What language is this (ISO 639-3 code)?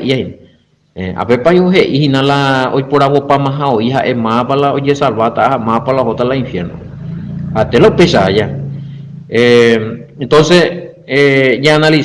grn